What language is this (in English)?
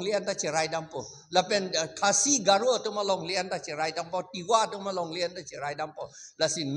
Karbi